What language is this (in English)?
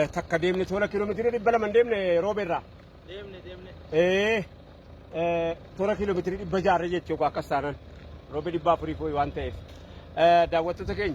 Oromo